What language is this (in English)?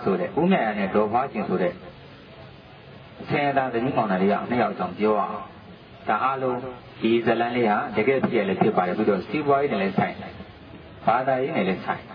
Burmese